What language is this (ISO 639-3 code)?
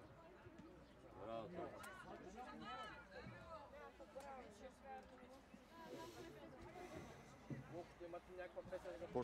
bul